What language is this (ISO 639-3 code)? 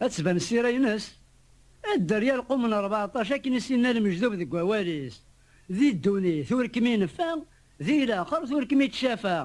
kab